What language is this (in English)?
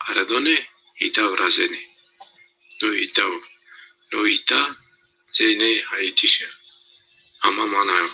Zaza